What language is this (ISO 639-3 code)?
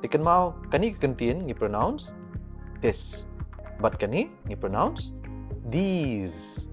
kha